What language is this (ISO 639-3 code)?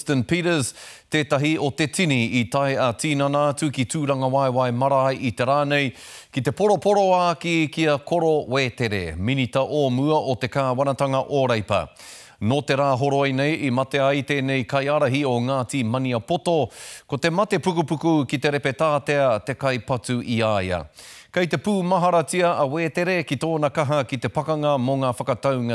mri